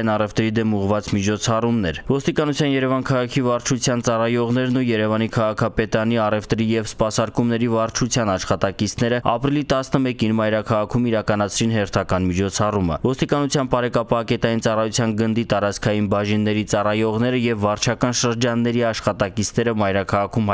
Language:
Armenian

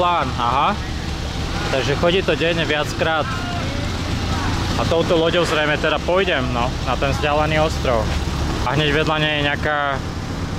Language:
Slovak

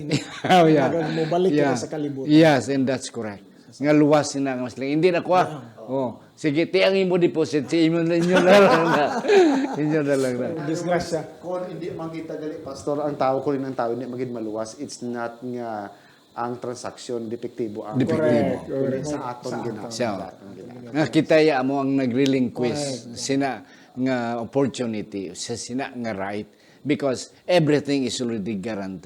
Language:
Hiligaynon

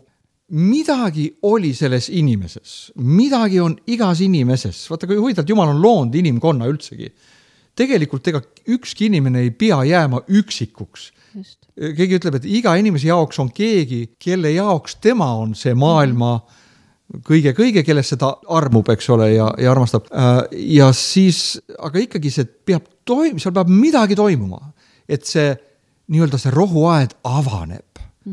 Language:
Estonian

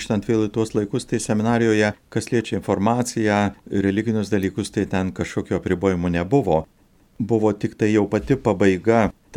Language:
Lithuanian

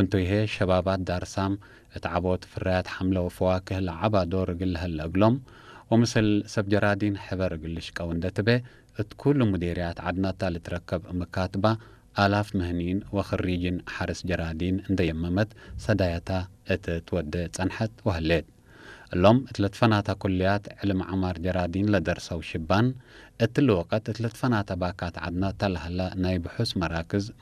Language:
Tigre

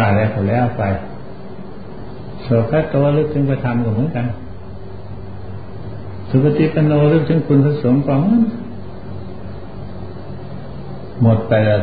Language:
Thai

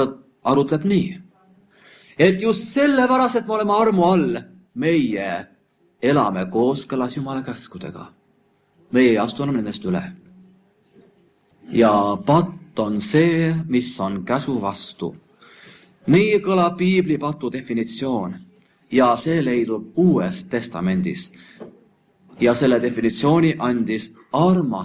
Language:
Estonian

